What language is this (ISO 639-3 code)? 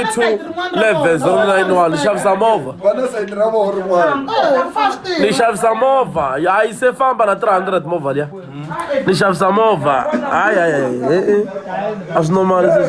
tso